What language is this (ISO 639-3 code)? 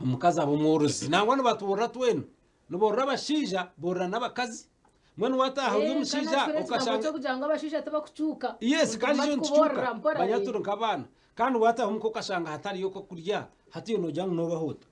nyn